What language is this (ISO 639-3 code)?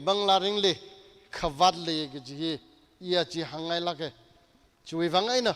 nmf